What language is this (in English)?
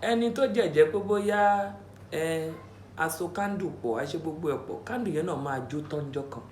Yoruba